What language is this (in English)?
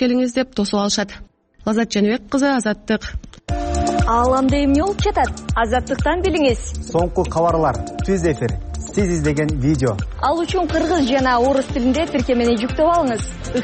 Kyrgyz